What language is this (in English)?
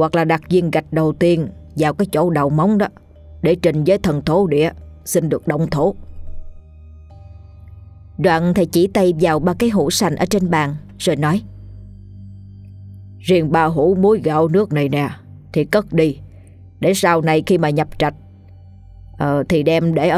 Vietnamese